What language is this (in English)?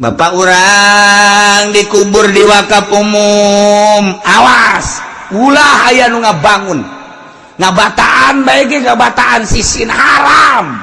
Sundanese